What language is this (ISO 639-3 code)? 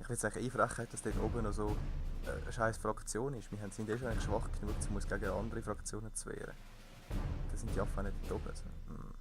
gsw